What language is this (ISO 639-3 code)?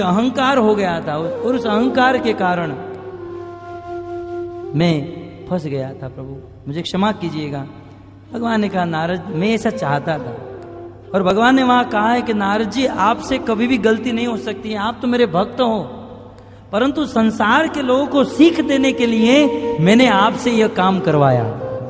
hin